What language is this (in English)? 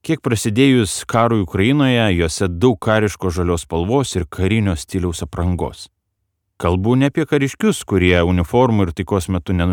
Lithuanian